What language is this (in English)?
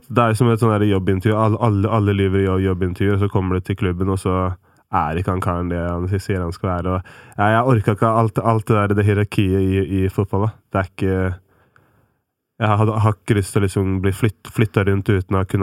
Norwegian